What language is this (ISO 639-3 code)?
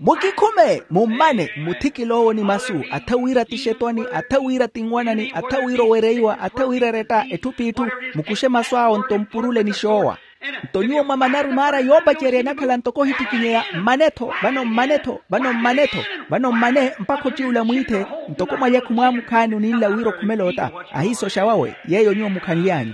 vmw